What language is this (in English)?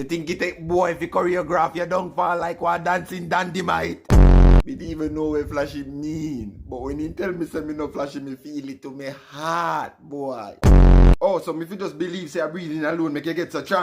Jamaican Creole English